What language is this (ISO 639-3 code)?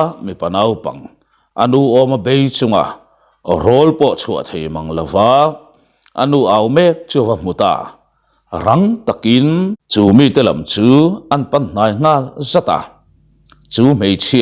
lus